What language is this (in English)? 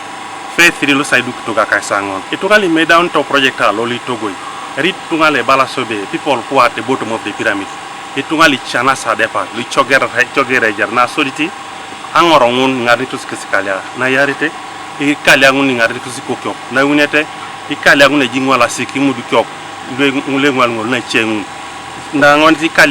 Teso